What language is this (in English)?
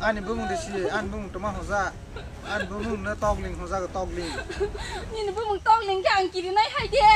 Kok Borok